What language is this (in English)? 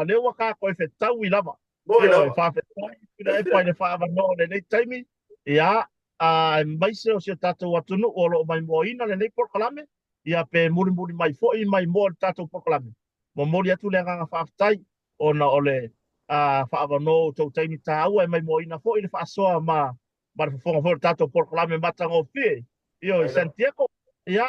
Samoan